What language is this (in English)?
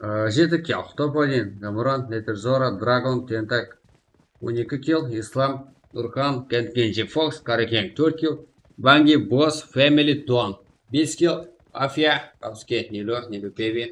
Kara-Kalpak